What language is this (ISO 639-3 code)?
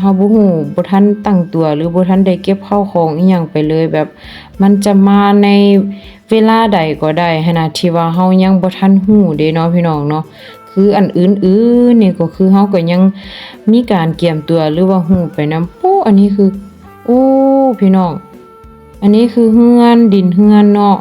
lao